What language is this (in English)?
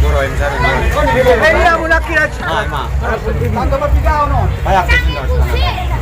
Batak Angkola